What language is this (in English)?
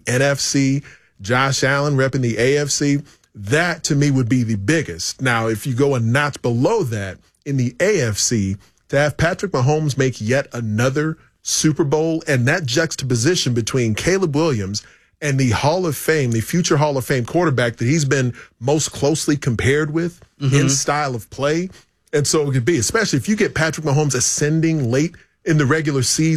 English